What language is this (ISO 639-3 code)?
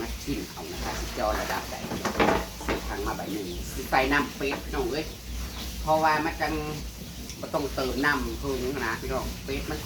tts